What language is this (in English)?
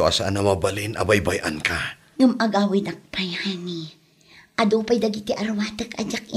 Iloko